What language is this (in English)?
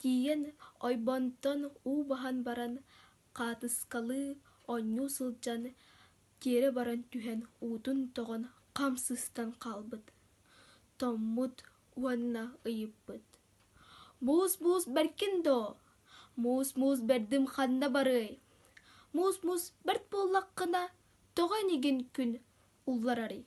Yakut